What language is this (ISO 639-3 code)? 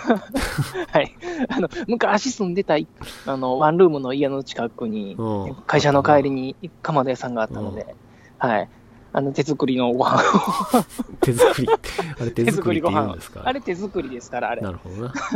jpn